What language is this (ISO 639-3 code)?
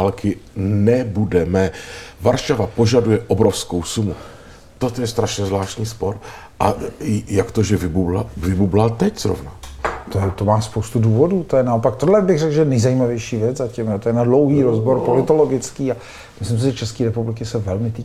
ces